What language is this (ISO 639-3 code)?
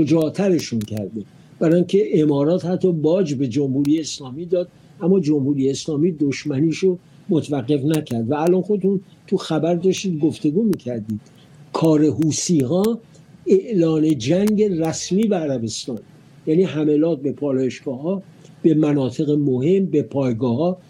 fas